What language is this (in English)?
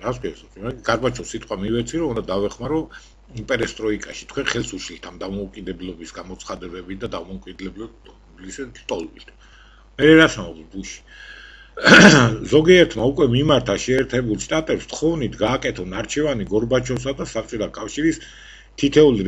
Georgian